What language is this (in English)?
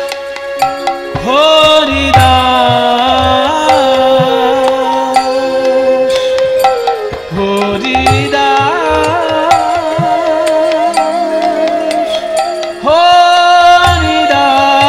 Bangla